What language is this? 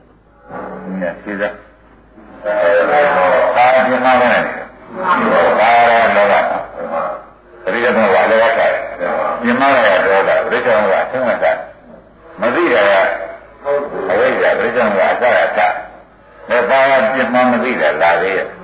Burmese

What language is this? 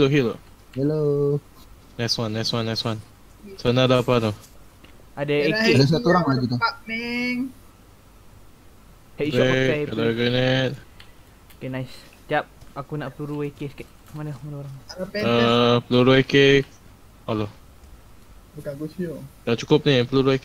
Malay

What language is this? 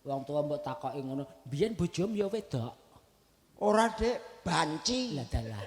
Javanese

